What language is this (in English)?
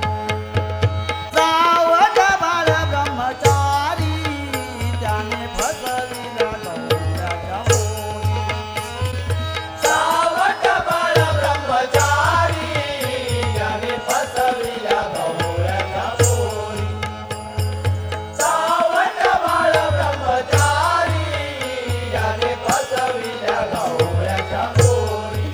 Marathi